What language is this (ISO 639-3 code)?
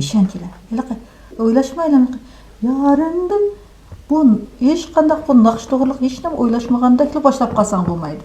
uig